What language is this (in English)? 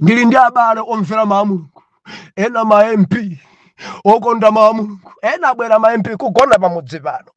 Nyanja